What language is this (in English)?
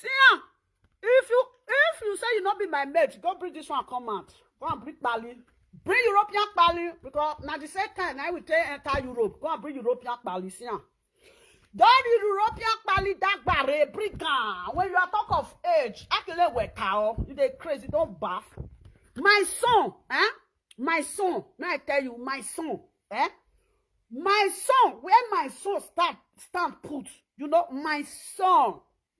Nigerian Pidgin